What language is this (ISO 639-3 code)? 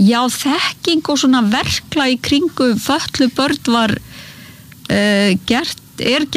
isl